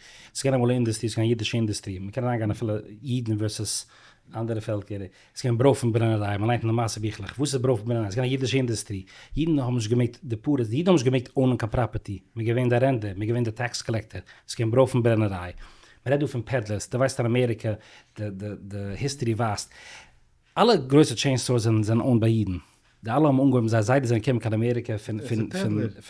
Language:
Yiddish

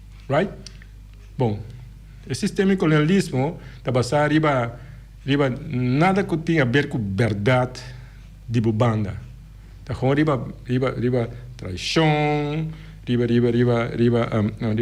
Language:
Papiamento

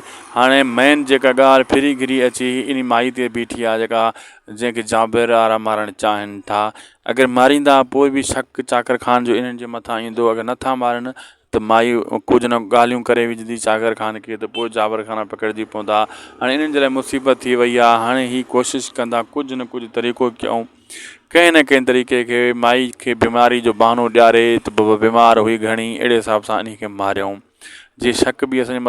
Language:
Sindhi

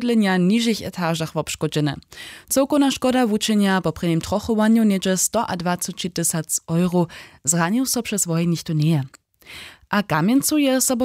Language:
Upper Sorbian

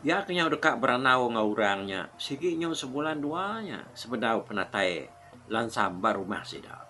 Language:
Iban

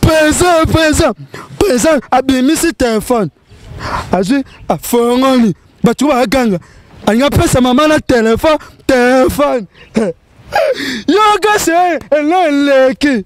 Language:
Lingala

